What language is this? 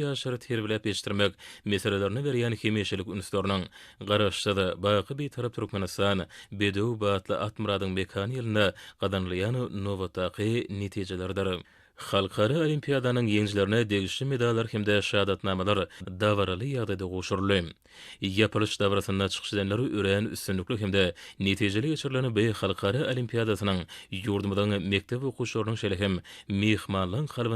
Turkmen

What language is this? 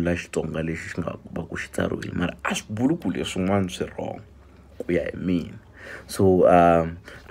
Tsonga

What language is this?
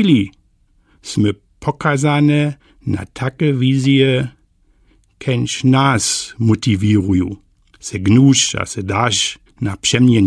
Lower Sorbian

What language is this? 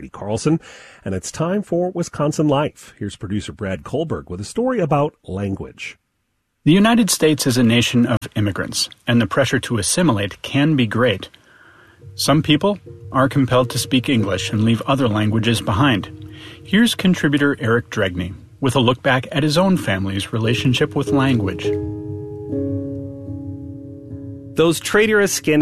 English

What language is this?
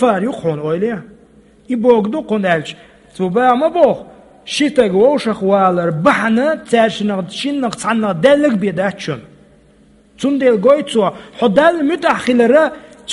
Chechen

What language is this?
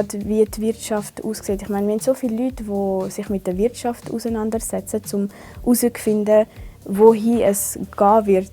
Swiss German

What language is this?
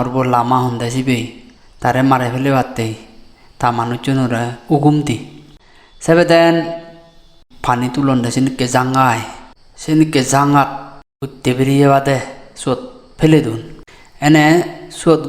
Chakma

